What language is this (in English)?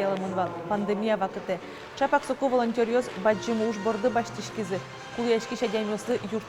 Udmurt